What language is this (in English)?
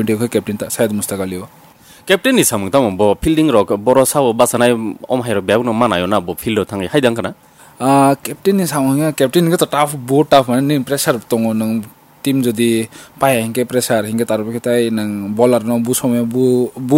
Kok Borok